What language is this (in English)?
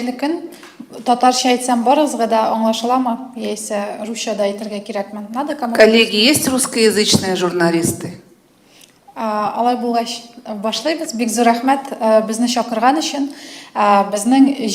Tatar